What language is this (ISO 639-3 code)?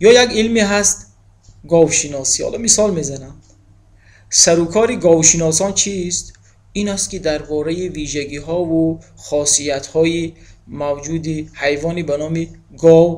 tgk